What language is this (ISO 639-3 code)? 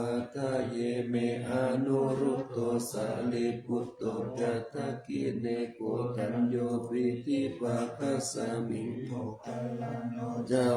pli